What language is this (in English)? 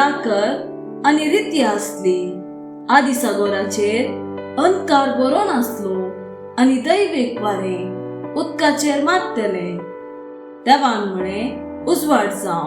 Konkani